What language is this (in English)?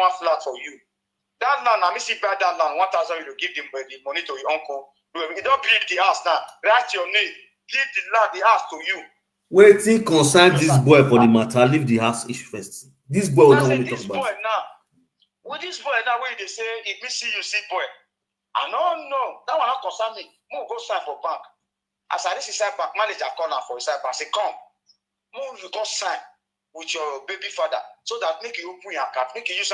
Nigerian Pidgin